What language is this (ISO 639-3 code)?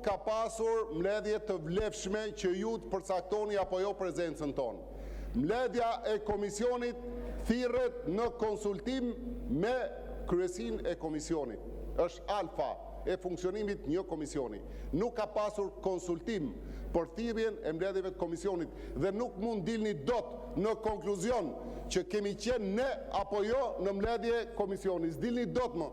sqi